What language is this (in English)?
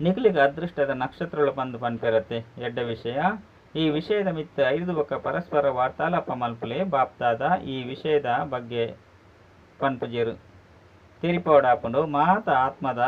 Tulu